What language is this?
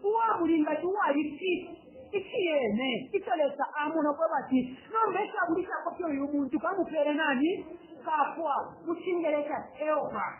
Bemba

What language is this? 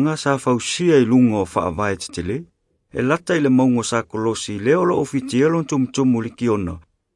Samoan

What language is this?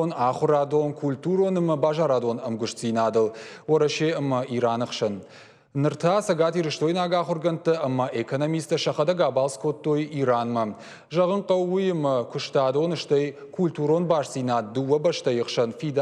Ossetic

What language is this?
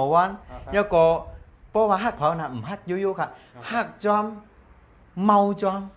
Shan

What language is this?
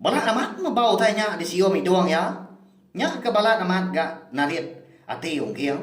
Iban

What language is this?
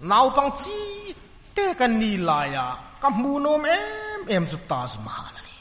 Hmar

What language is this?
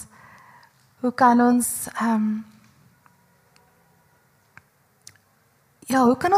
Afrikaans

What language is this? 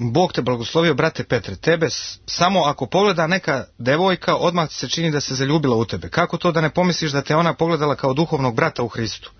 Serbian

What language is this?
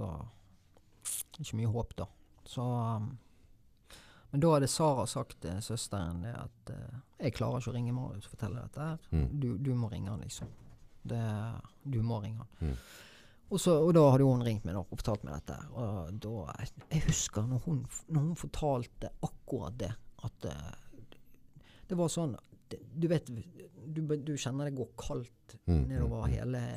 Norwegian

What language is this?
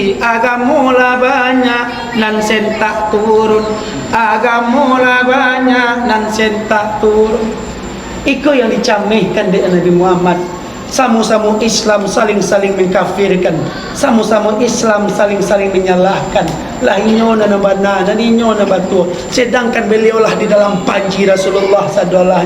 Minangkabau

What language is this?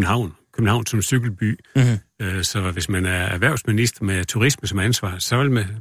Danish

